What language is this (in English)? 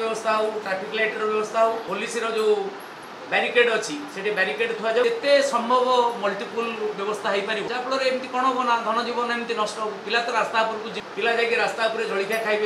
Odia